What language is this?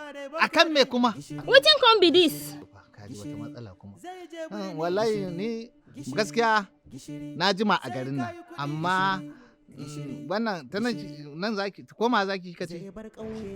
Hausa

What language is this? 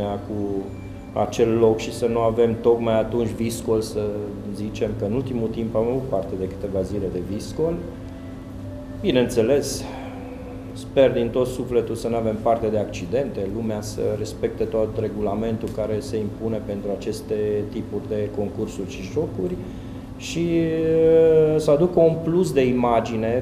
Romanian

